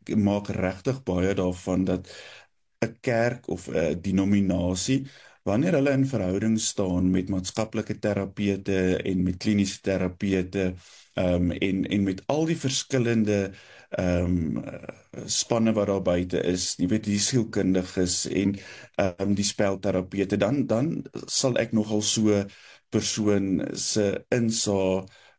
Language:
Afrikaans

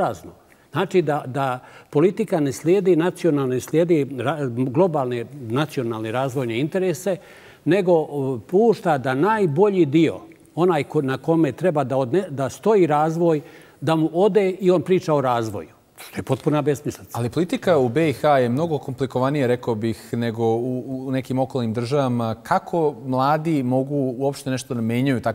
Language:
Bosnian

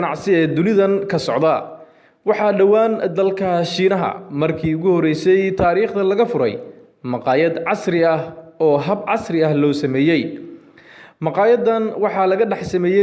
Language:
Somali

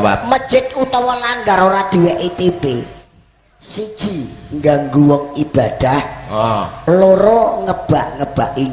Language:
Javanese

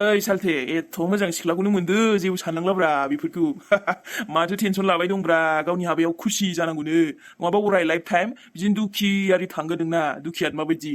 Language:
Bodo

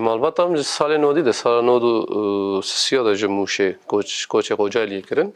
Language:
Kurdish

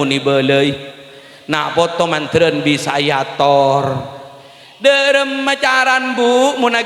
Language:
Madurese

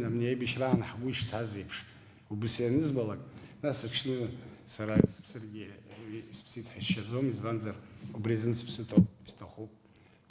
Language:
Abkhazian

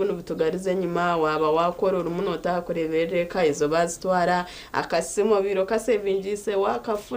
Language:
Nyankole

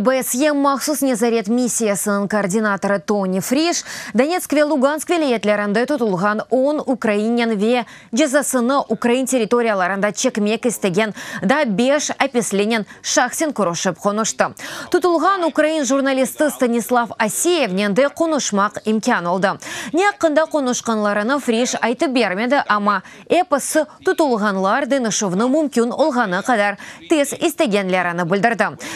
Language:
Crimean Tatar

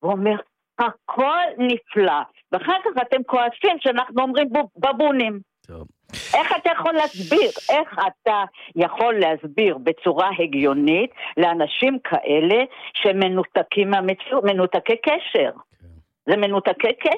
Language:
Hebrew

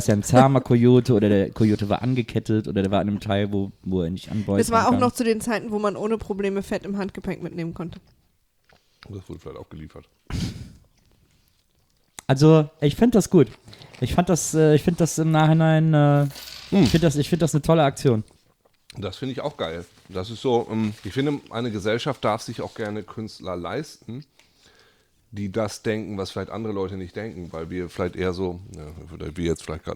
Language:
German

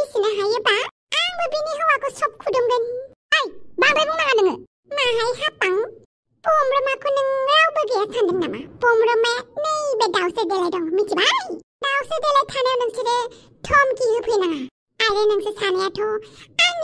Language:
Bodo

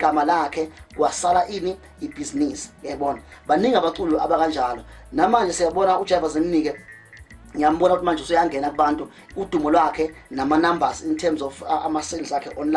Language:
Zulu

